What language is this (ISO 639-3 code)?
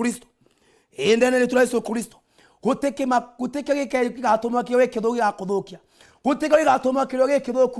mer